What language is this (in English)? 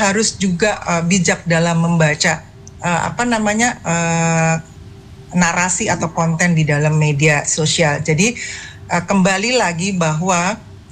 Indonesian